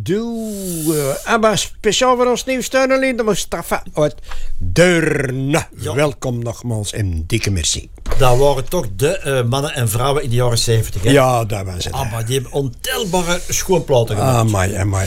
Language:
Dutch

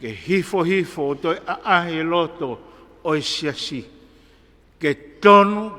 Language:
Tongan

